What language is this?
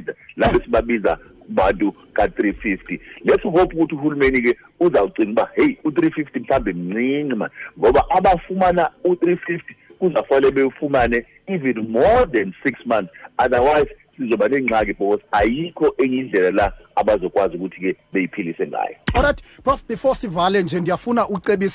Xhosa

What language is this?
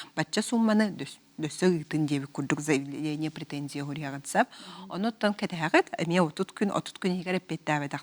Yakut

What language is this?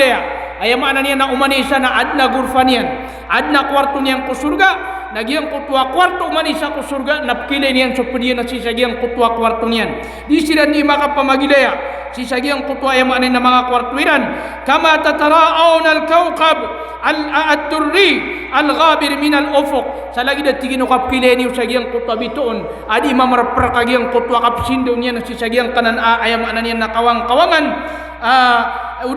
Maranao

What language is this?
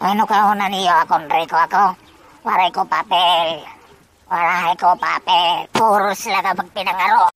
Waray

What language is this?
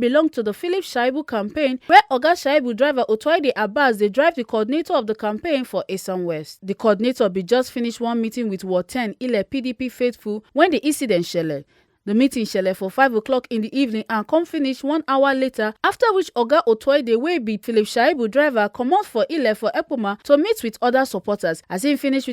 Nigerian Pidgin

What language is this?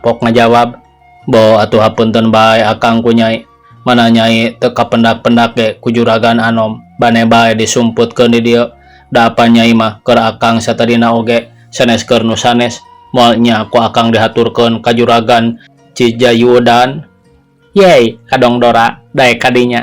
Sundanese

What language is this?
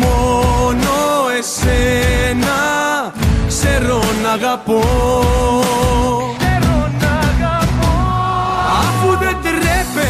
Greek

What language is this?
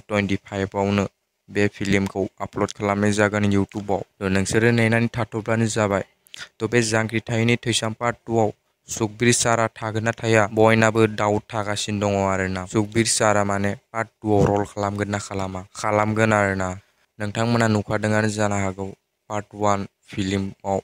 Bodo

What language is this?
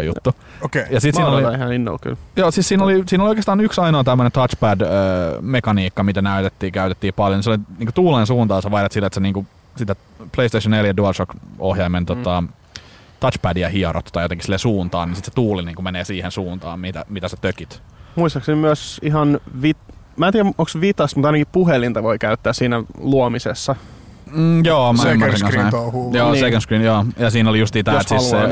Finnish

